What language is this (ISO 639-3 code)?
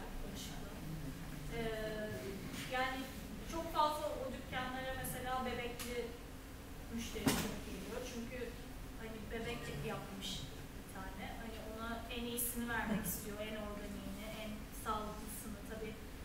tur